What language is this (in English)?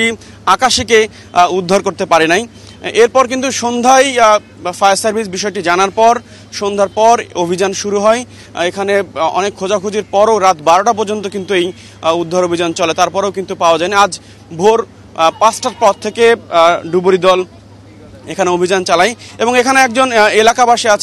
Bangla